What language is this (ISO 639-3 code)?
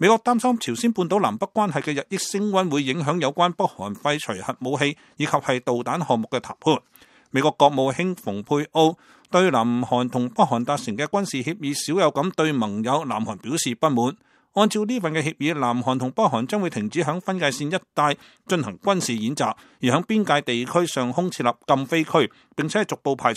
yue